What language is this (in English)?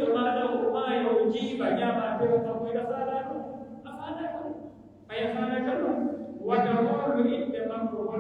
Pular